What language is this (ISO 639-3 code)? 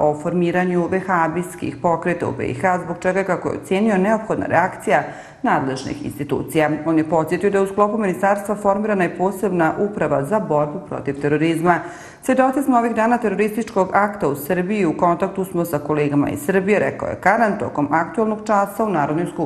bos